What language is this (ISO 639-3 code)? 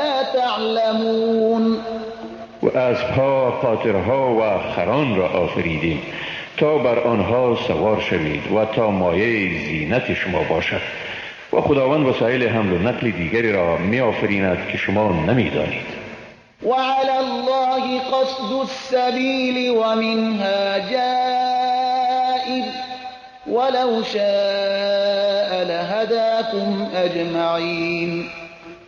fas